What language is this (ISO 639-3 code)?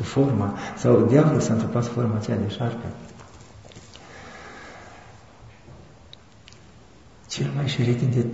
ron